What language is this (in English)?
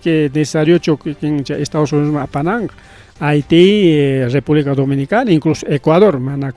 Ayacucho Quechua